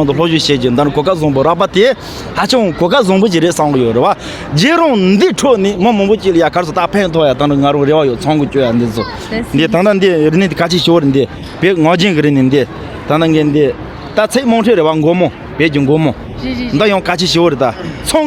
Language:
Tibetan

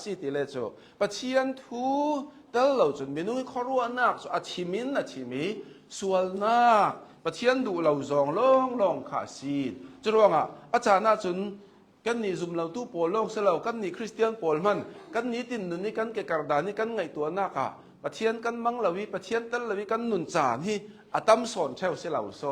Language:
Hakha Chin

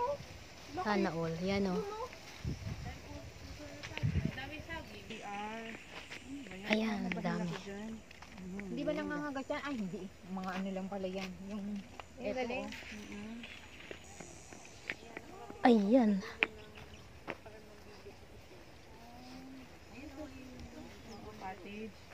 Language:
Filipino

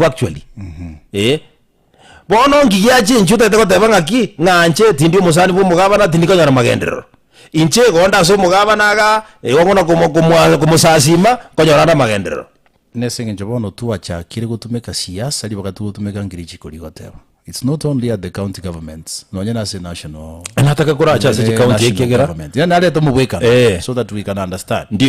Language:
Gusii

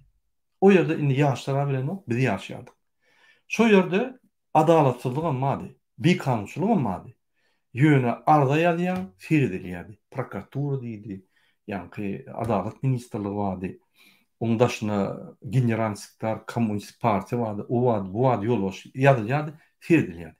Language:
Turkmen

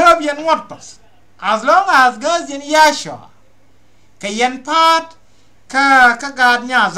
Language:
Nuer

